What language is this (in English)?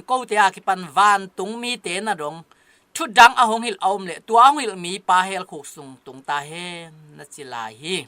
Tedim Chin